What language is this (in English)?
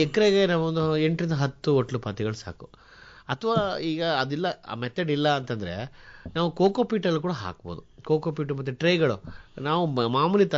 Kannada